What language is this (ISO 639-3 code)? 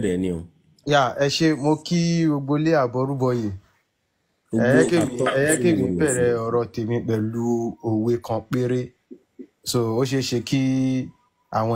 yor